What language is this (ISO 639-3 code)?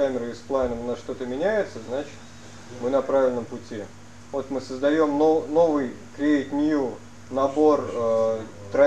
rus